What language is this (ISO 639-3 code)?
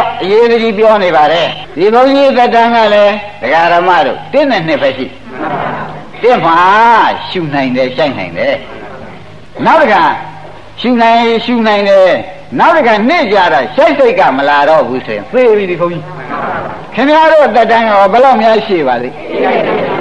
mya